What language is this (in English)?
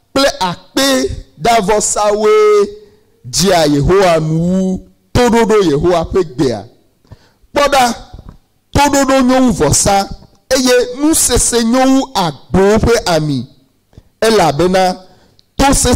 Ewe